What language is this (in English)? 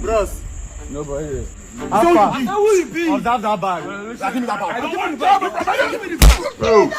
Nigerian Pidgin